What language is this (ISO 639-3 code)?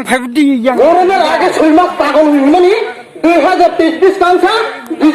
ria